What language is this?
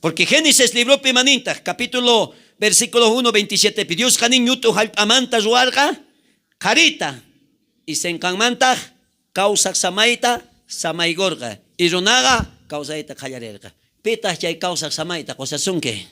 South Bolivian Quechua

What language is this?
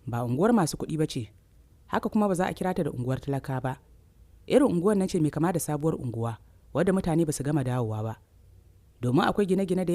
Hausa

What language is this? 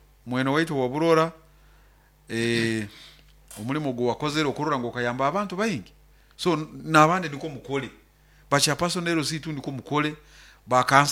Nyoro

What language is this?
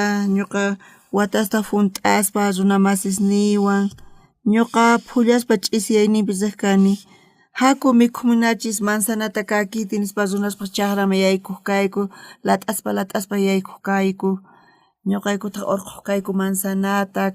South Bolivian Quechua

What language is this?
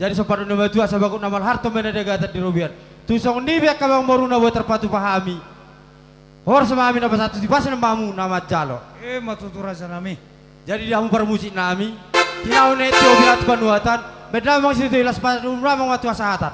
Batak Toba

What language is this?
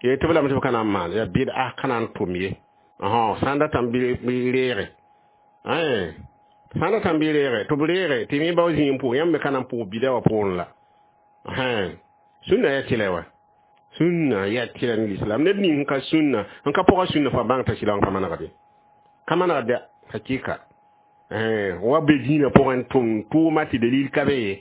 Mossi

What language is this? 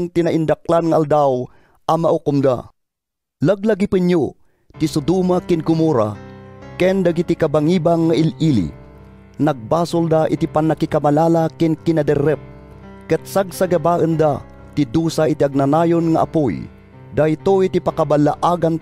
Iloko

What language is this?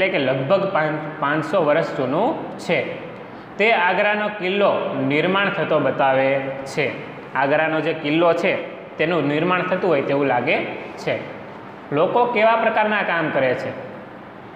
Gujarati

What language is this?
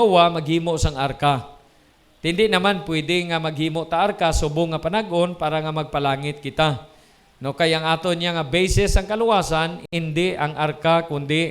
Hiligaynon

